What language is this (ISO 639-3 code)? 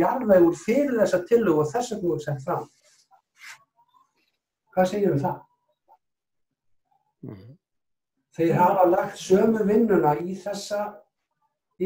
isl